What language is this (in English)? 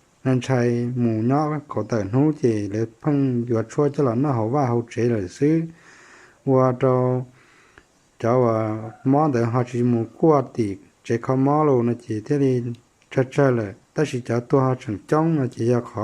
Hmong